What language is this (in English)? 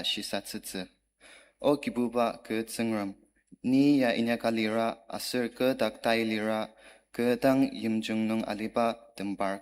Ao Naga